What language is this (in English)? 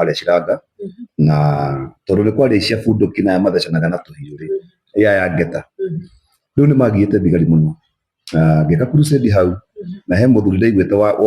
Kikuyu